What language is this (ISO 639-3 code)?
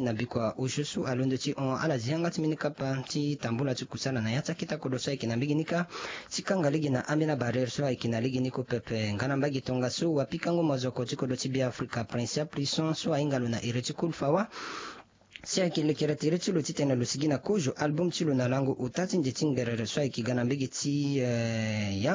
sag